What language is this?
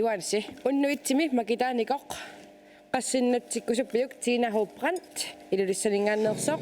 Kalaallisut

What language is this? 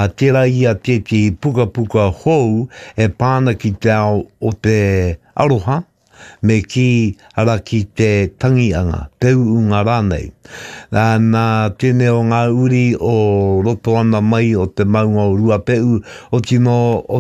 Māori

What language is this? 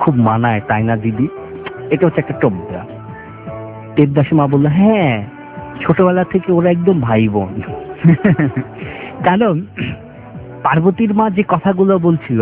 Bangla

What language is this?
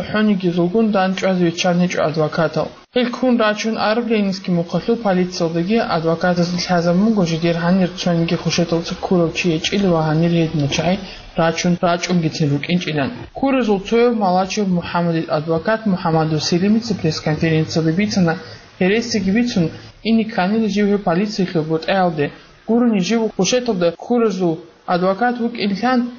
Avaric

